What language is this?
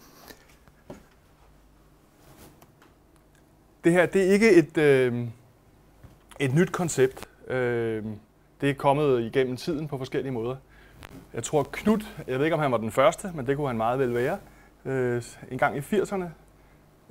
Danish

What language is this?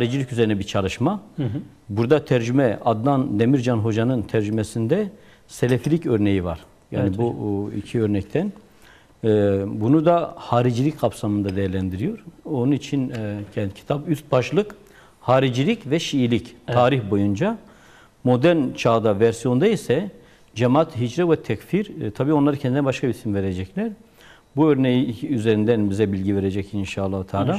Turkish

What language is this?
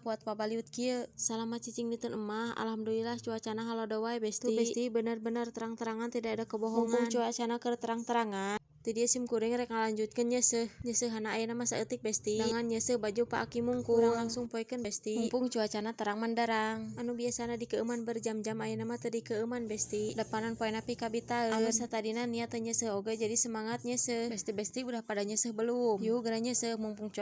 Sundanese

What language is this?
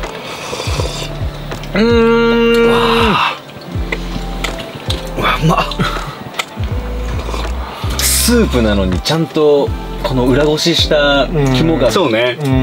Japanese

